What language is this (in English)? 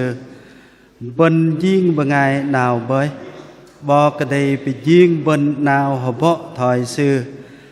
Bahnar